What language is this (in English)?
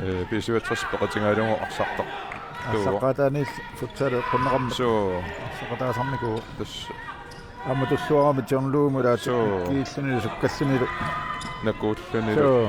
Kalaallisut